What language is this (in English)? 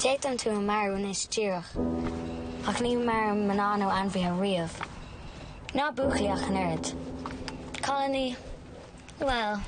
Irish